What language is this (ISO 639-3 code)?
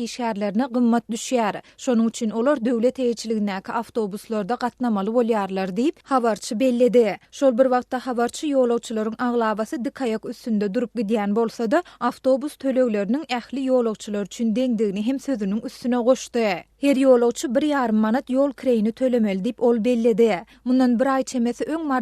tuk